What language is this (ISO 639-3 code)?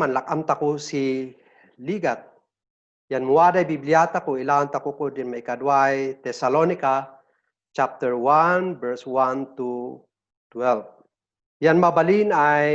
kne